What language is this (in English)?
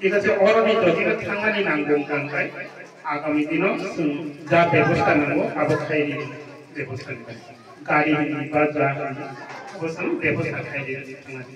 Riang (India)